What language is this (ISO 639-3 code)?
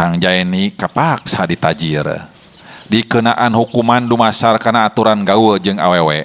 sun